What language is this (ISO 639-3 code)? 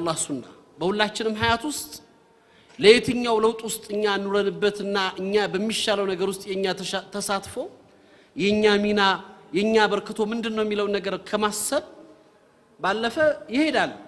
amh